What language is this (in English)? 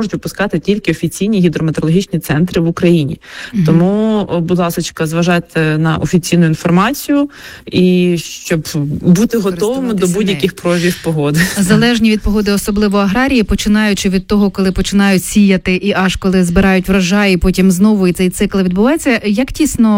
Ukrainian